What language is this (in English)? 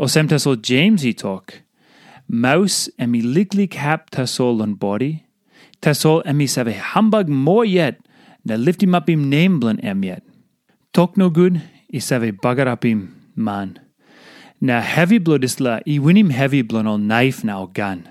Tok Pisin